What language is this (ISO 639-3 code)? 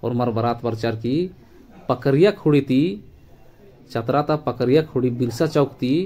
kru